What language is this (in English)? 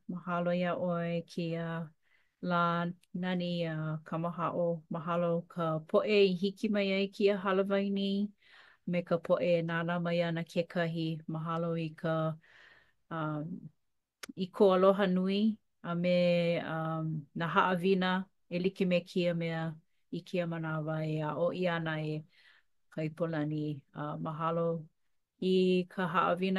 Hawaiian